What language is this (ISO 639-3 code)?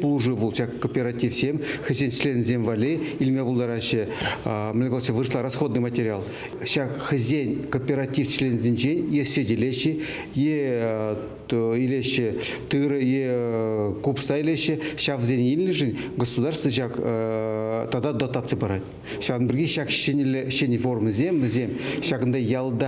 chv